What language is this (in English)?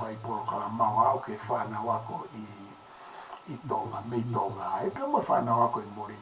Tongan